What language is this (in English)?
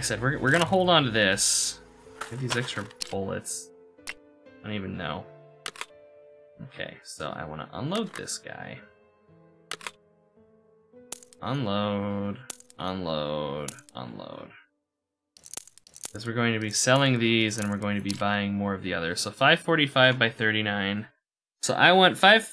English